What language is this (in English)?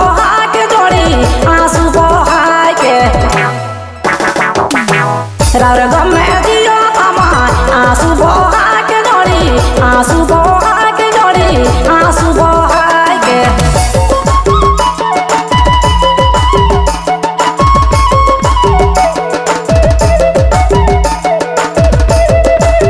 Bhojpuri